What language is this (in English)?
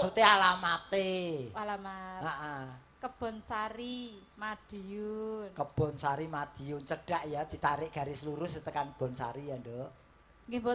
Javanese